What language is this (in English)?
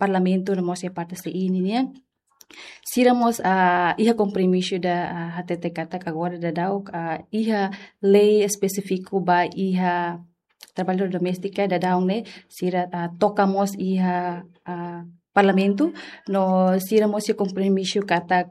Tetum